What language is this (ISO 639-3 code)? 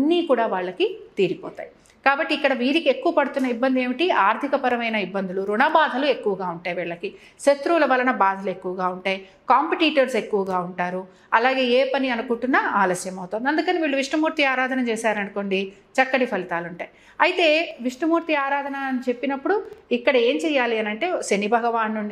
tel